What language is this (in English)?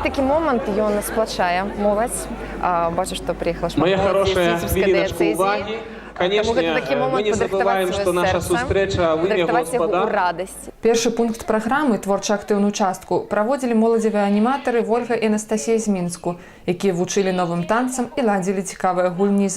Belarusian